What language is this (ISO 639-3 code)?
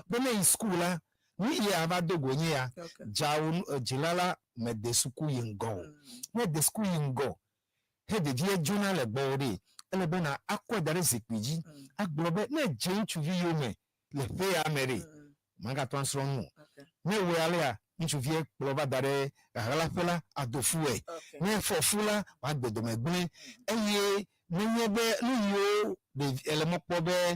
ewe